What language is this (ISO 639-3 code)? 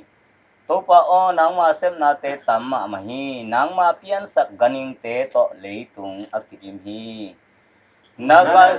ctd